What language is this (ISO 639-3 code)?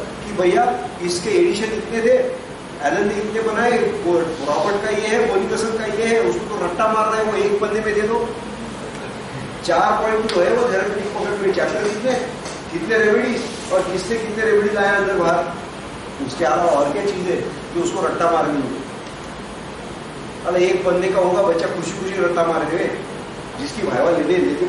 hin